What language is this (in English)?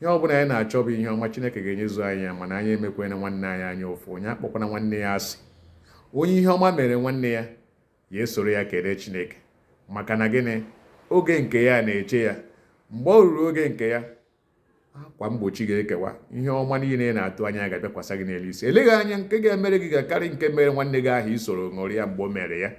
Igbo